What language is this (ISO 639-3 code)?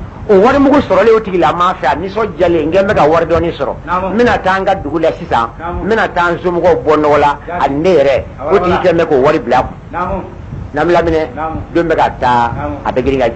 bam